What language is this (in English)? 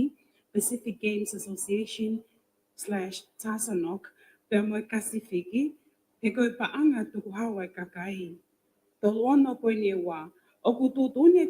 Tongan